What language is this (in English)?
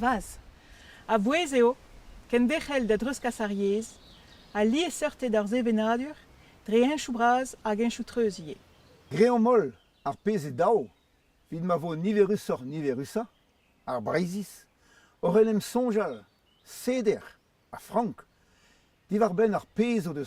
Breton